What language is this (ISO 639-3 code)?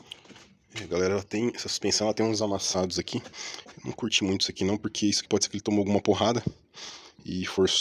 por